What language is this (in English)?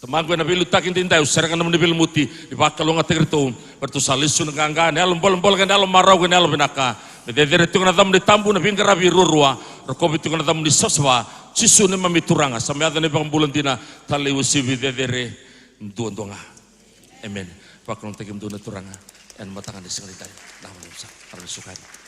Fijian